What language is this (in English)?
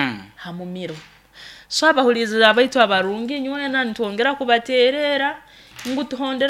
Nyoro